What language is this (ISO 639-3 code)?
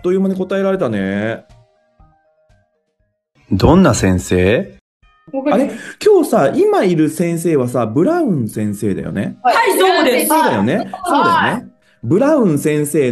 jpn